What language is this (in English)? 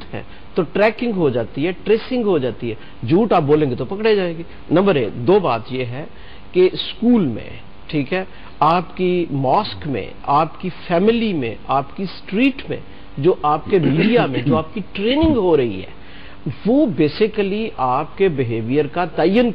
Urdu